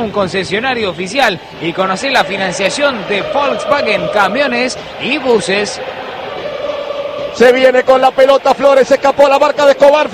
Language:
Spanish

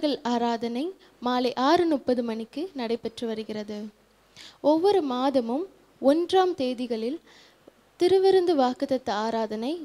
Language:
Tamil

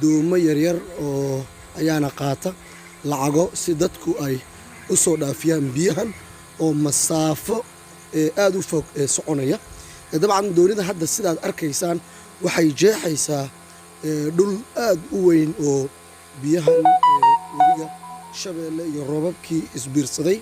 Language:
Somali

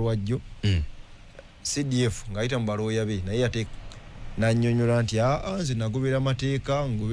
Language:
Ganda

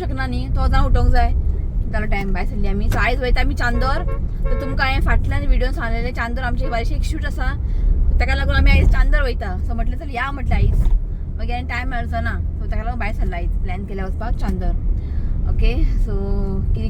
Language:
Konkani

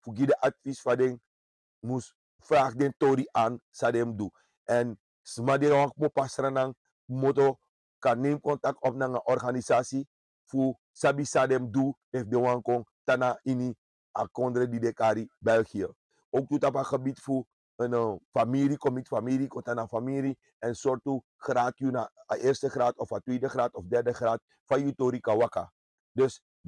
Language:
Sranan Tongo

